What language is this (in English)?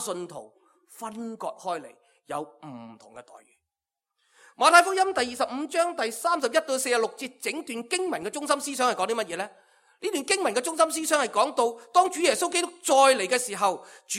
Cantonese